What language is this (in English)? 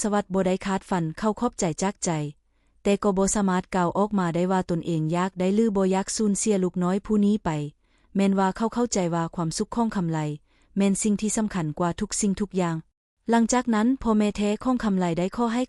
Lao